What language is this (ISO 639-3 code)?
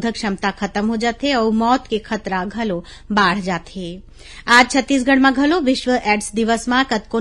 hne